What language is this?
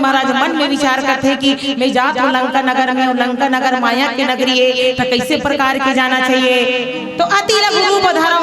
Chhattisgarhi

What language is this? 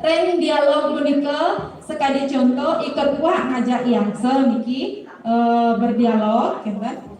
Balinese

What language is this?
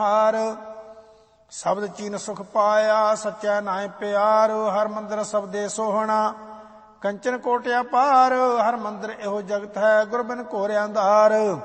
Punjabi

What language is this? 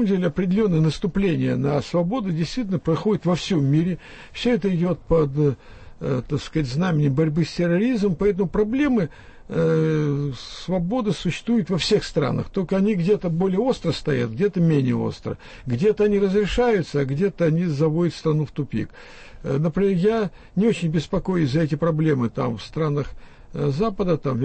Russian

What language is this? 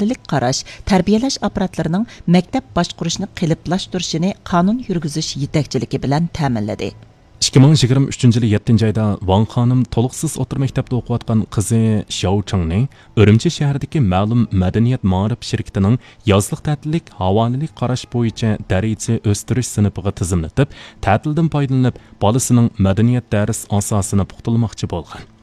Uyghur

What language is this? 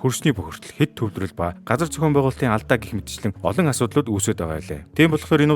Mongolian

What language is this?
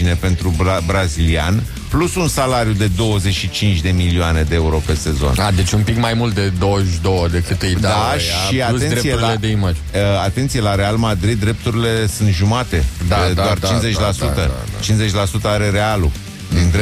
Romanian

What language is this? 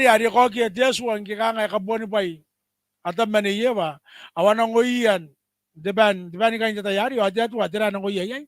Gilbertese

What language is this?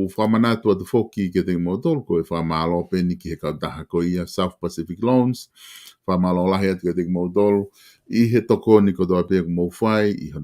Tongan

